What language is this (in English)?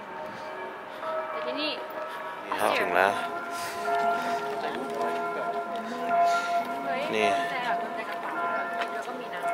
Thai